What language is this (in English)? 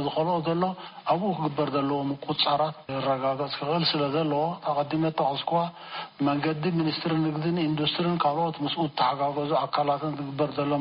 Tigrinya